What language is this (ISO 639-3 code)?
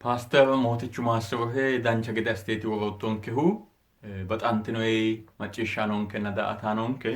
sid